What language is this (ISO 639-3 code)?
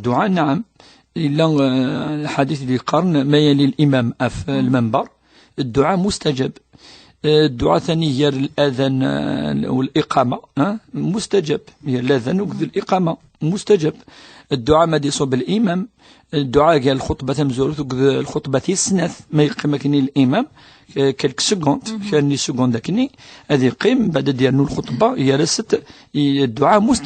kab